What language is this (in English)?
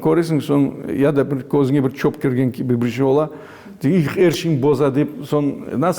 Crimean Tatar